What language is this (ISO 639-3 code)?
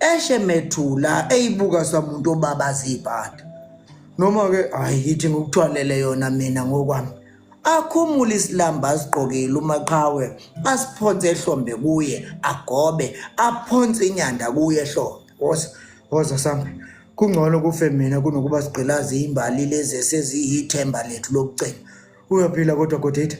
zul